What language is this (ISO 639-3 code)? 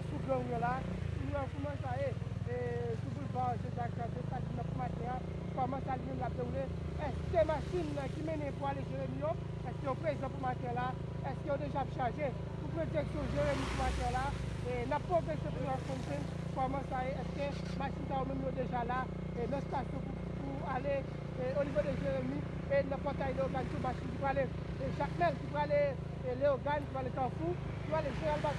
hat